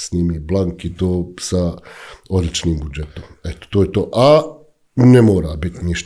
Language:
Bosnian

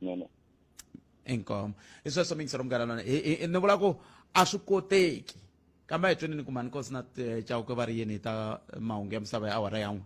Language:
Tsonga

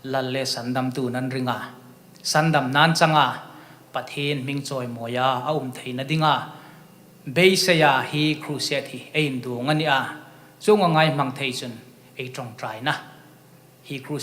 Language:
Hmar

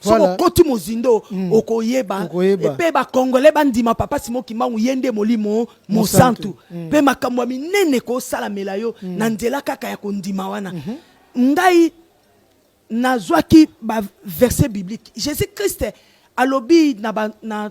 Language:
Lingala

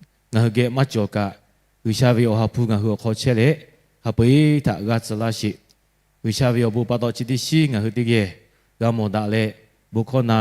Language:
Lahu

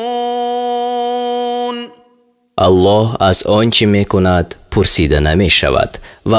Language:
Tajik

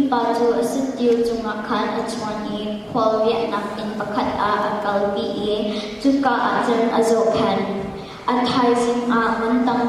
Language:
Hakha Chin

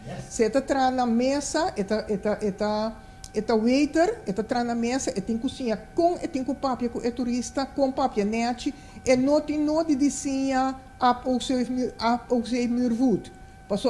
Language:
Papiamento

